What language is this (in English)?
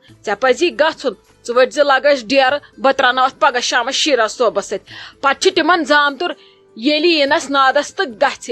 Kashmiri